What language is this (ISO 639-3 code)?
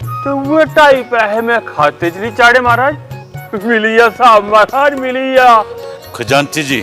doi